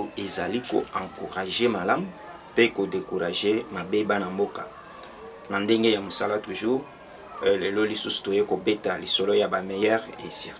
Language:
Lingala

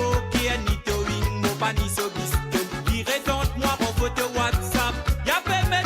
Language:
Morisyen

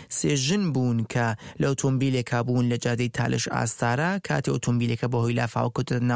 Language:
Central Kurdish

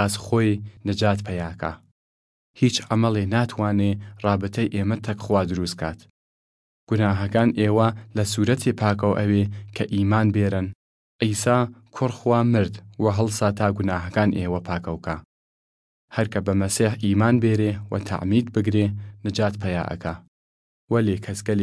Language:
Southern Kurdish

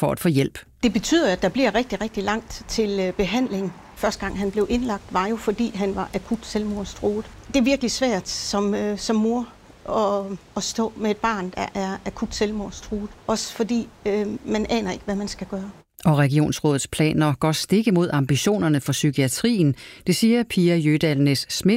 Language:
Danish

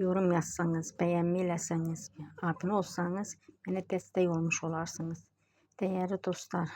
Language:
Azerbaijani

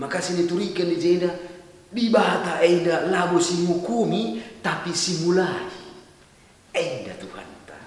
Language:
Batak Karo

